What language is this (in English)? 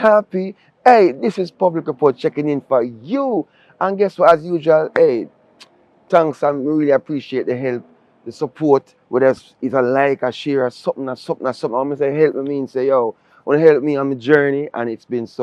Jamaican Creole English